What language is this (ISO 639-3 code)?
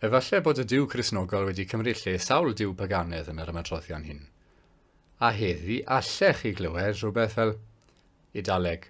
cym